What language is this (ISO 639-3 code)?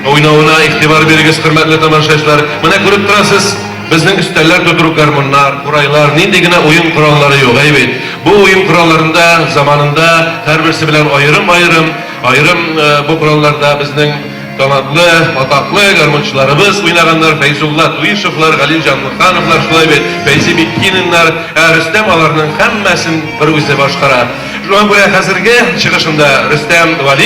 tat